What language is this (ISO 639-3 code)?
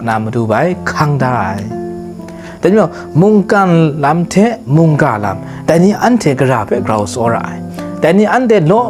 kac